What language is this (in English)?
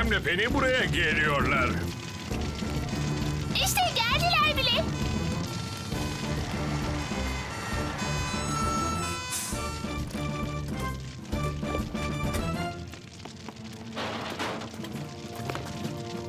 Turkish